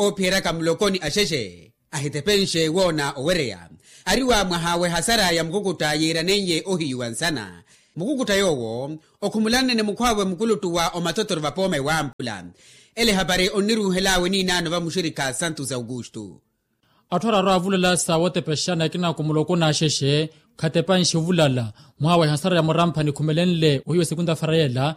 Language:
Makhuwa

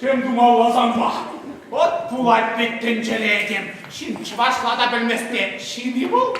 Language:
Chuvash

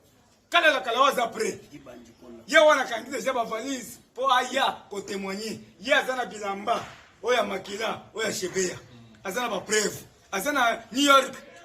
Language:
Lingala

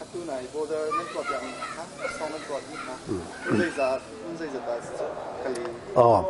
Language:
Hakha Chin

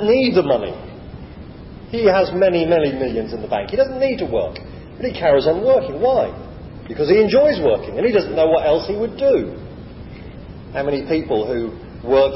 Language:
English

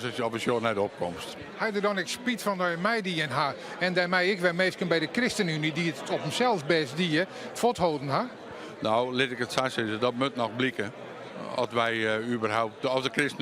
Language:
Western Frisian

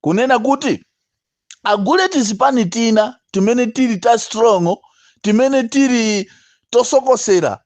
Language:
Nyanja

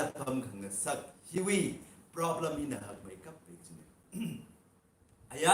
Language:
Tangkhul Naga (India)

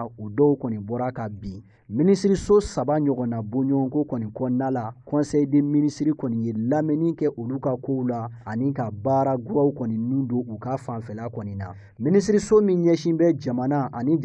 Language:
Bambara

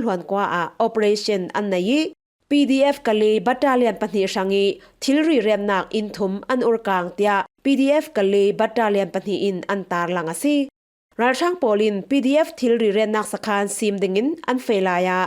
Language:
Falam Chin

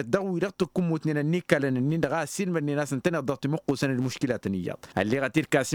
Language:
Tamasheq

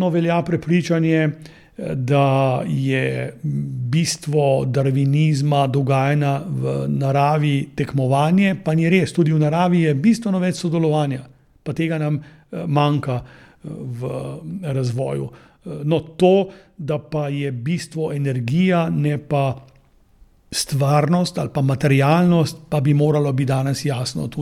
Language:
Slovenian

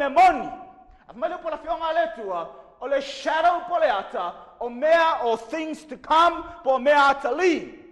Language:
Samoan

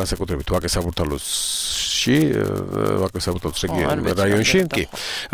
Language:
Georgian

